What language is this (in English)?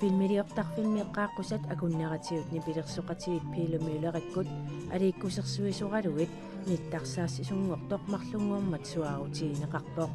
Kalaallisut